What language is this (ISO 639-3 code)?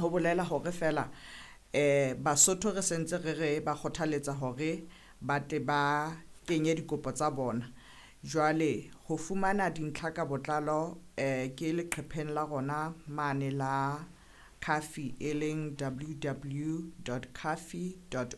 sot